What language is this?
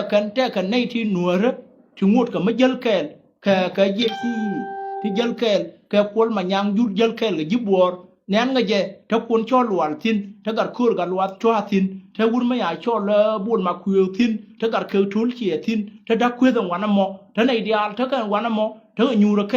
Nuer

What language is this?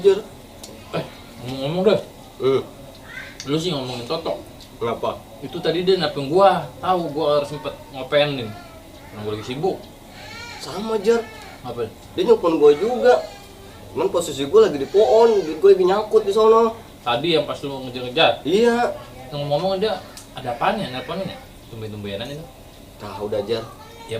Betawi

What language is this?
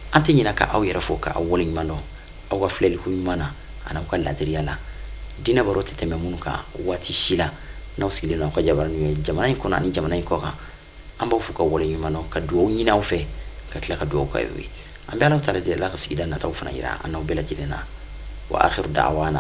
Bambara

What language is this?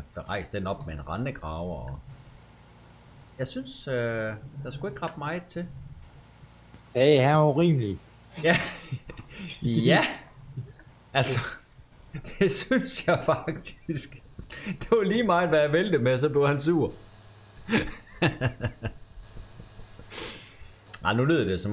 Danish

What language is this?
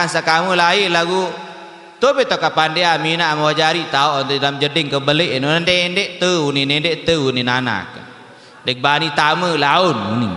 Sasak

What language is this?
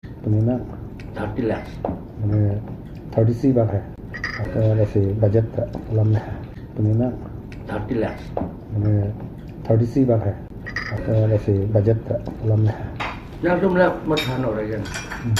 Karbi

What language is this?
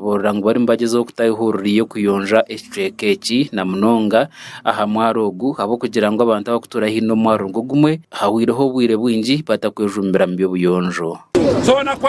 Nyankole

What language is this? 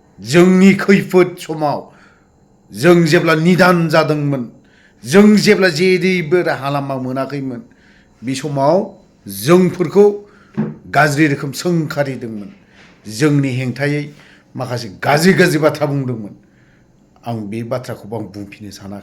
Bodo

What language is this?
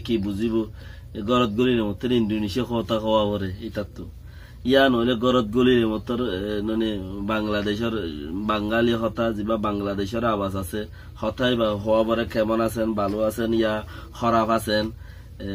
Rohingya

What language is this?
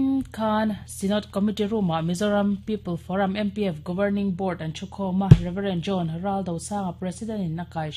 Mizo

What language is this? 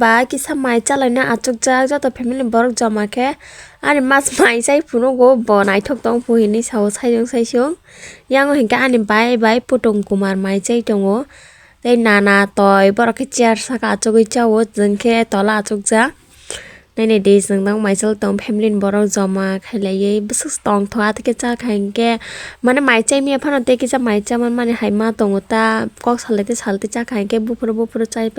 Kok Borok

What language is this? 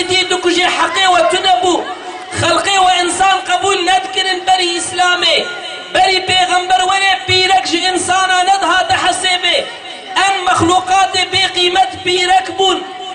Kurdish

